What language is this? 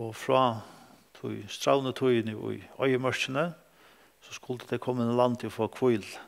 Faroese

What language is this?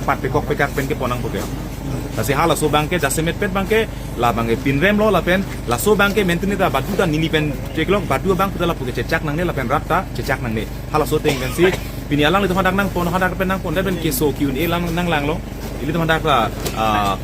Karbi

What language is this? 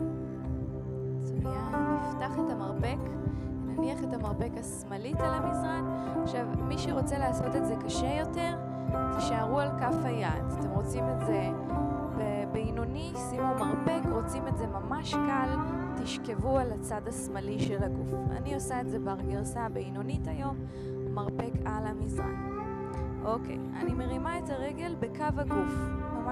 Hebrew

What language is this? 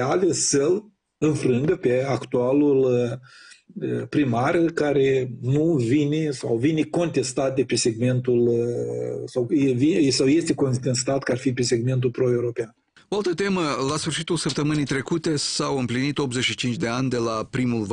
Romanian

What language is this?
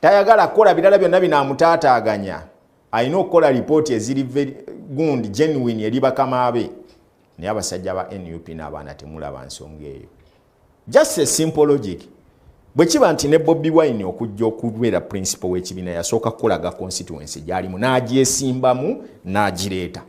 Ganda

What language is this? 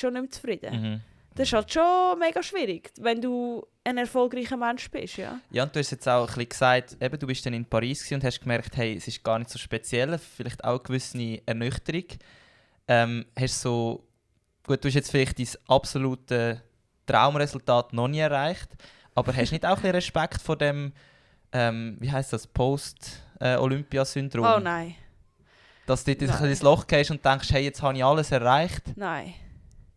Swiss German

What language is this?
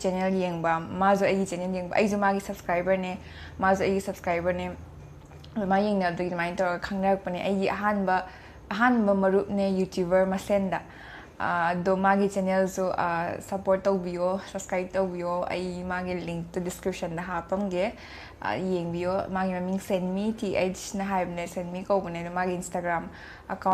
Manipuri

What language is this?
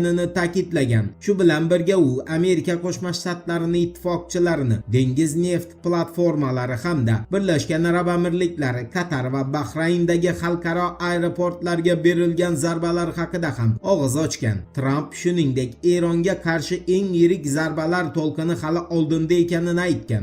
Uzbek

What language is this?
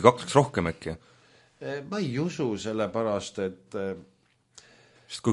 Estonian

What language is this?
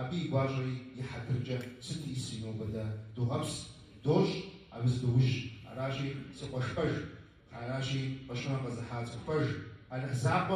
Kabardian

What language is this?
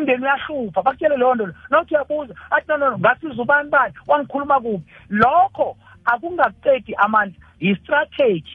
South Ndebele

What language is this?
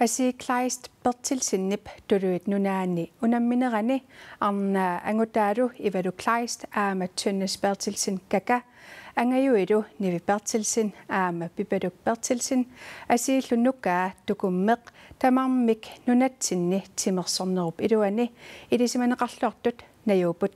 Kalaallisut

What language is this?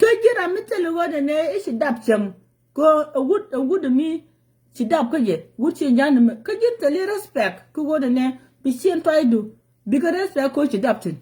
Nuer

